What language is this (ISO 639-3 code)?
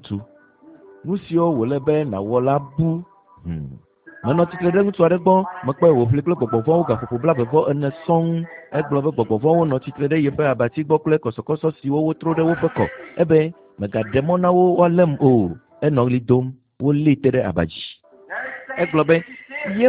ewe